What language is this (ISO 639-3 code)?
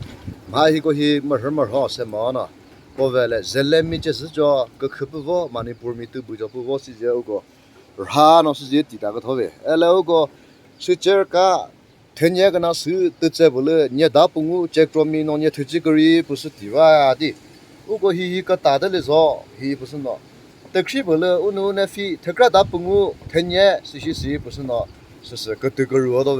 nri